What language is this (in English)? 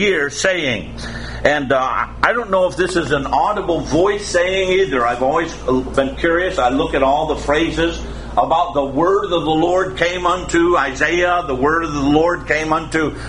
English